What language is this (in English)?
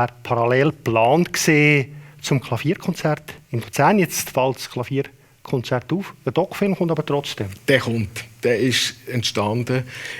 Swiss German